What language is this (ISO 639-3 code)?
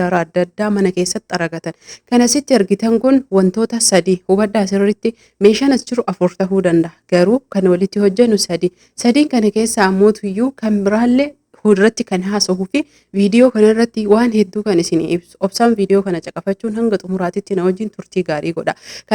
orm